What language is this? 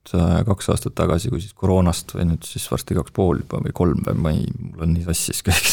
Estonian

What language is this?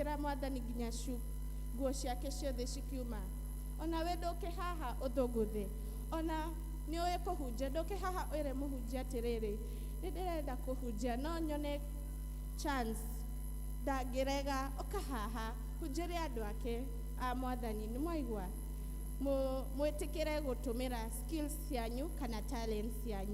Kikuyu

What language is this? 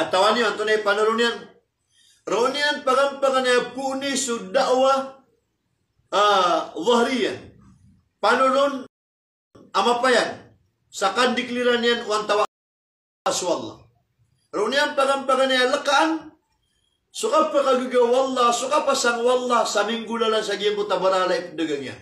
Maranao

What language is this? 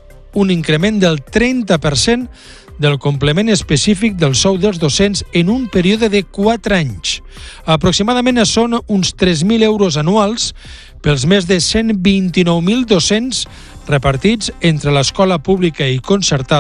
Catalan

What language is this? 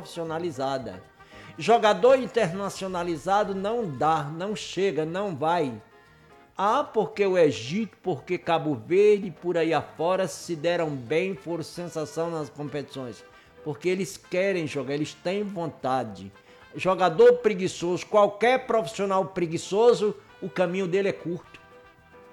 Portuguese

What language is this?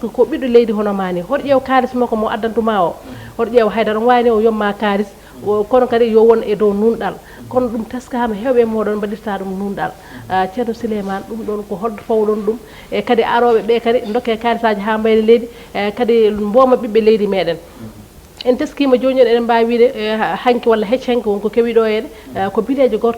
Fula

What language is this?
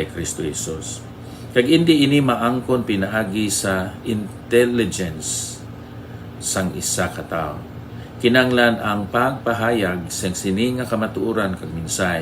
Hiligaynon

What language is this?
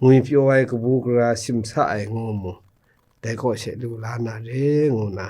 Kachin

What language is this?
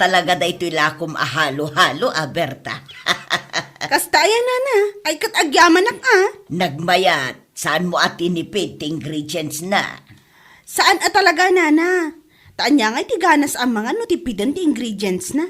Iloko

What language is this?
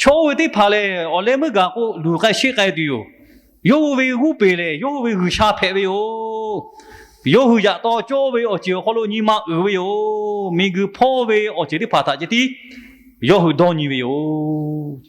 Lahu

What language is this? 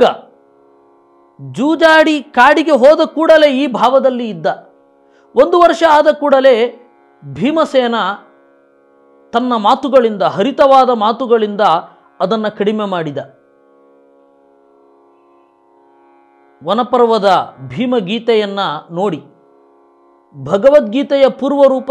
Kannada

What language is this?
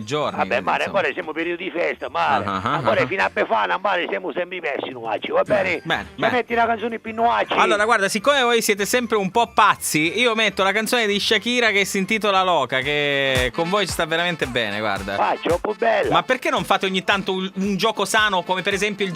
Sicilian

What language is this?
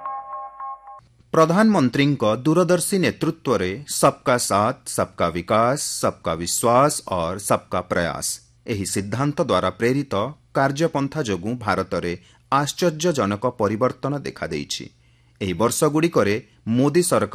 Odia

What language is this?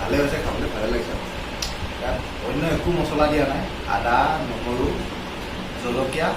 Assamese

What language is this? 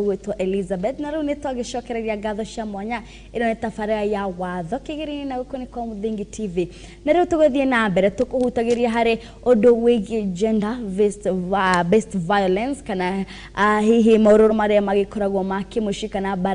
Kikuyu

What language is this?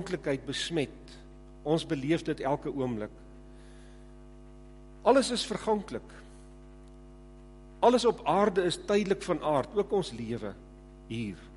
Afrikaans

